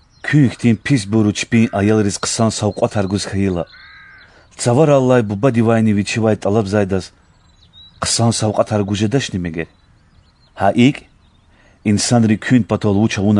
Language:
Lezghian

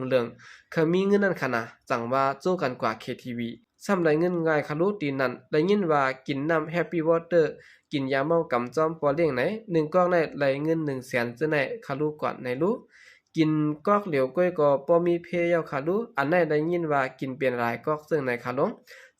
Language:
Shan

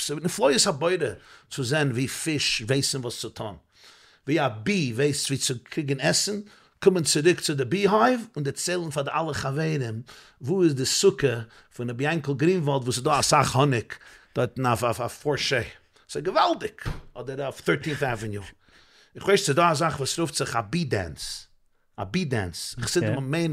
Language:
Yiddish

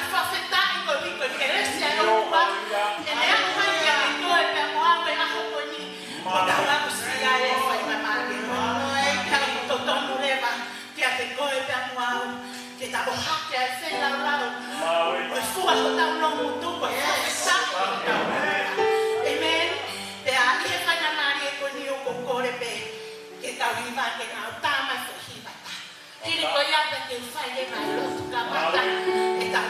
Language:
Tongan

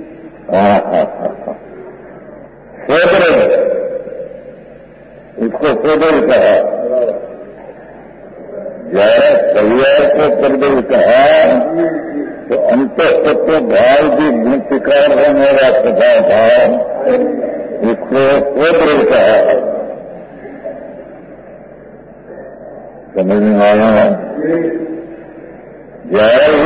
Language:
Hindi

